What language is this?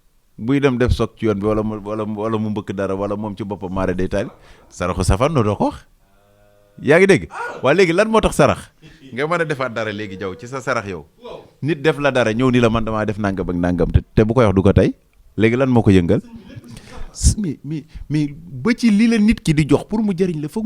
Wolof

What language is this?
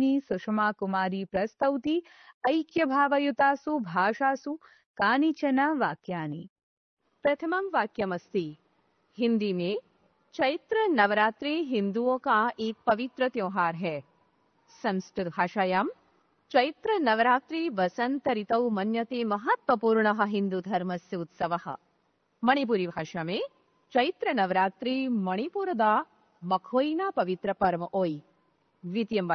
Sanskrit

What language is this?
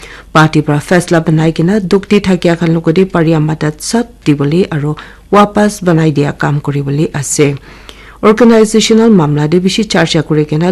Naga Pidgin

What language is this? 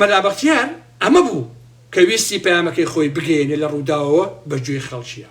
Central Kurdish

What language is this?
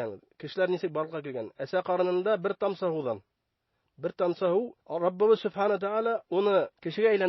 Bashkir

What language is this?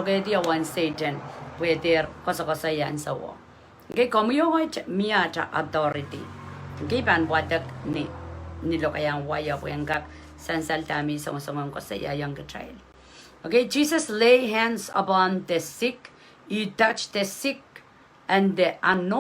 Pohnpeian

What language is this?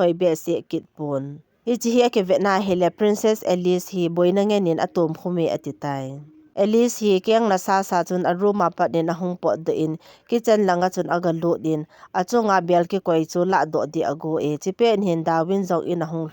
Thado Chin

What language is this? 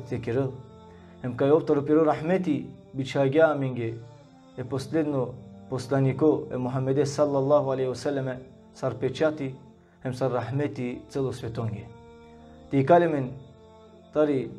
Balkan Romani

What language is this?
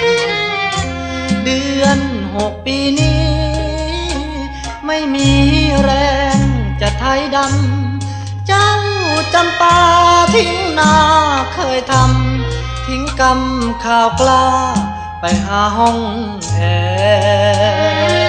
Thai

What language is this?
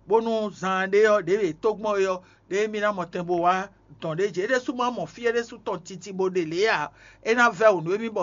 Fon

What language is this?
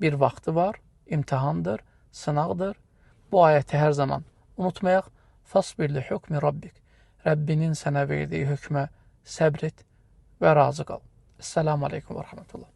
Azerbaijani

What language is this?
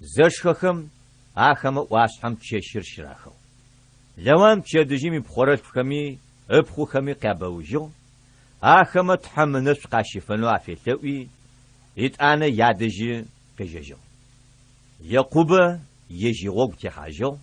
Adyghe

